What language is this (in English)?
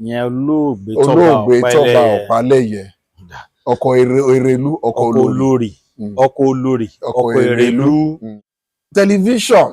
Yoruba